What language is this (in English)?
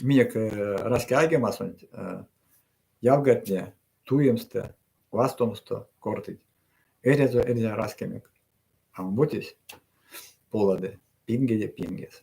Erzya